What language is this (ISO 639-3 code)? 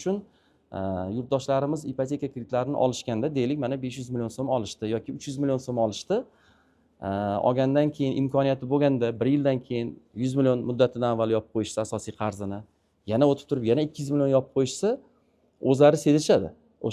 uzb